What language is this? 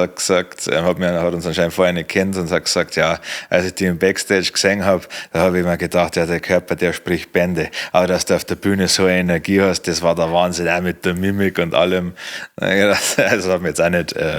Bavarian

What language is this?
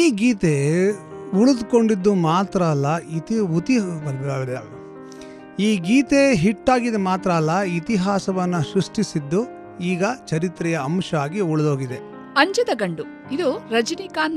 Kannada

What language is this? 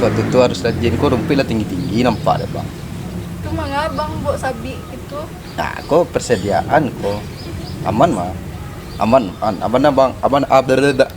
Minangkabau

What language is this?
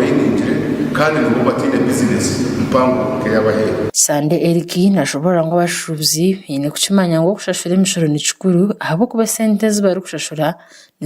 Nyankole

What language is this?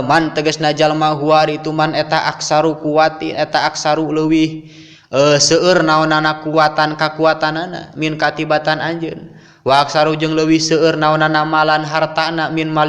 Sundanese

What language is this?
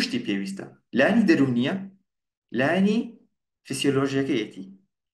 Central Kurdish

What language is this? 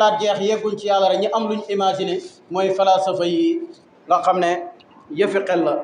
Wolof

